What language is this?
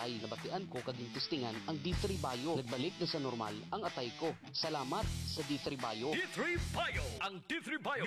Filipino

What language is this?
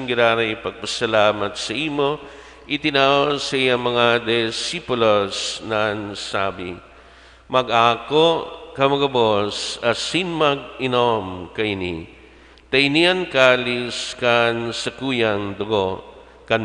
Bikol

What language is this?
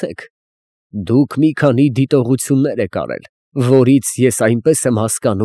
Armenian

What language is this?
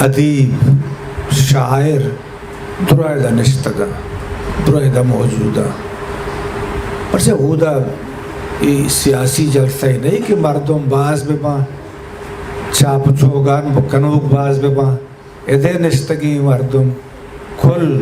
Eastern Balochi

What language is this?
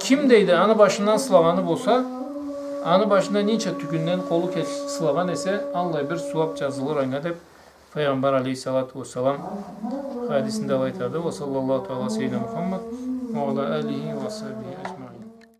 Karachay-Balkar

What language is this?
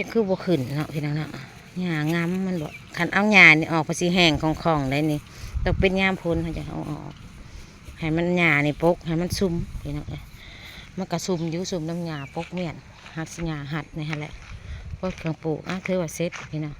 Northeastern Thai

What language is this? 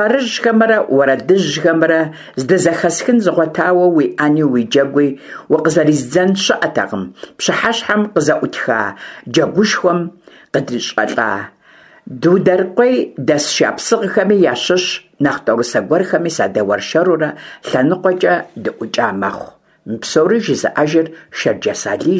Kabardian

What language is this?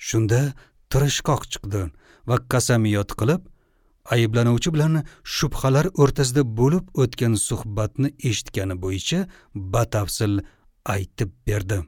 Uzbek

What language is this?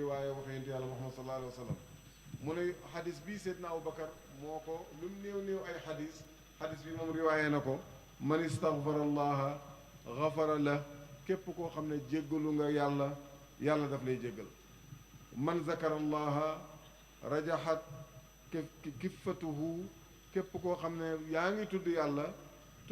Wolof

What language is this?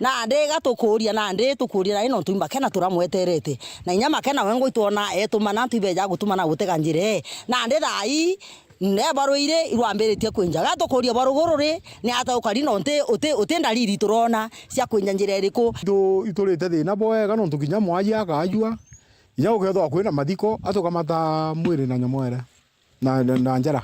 Meru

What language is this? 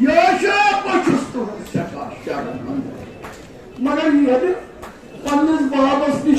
Kashmiri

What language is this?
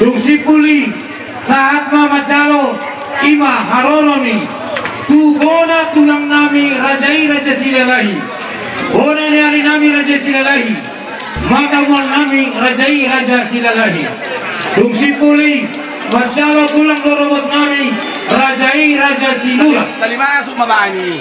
Batak Toba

